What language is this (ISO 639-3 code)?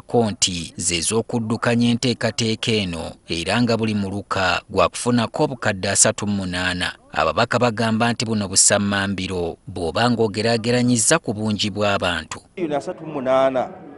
lug